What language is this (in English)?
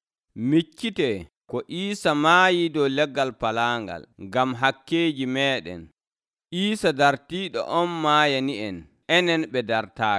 Nigerian Fulfulde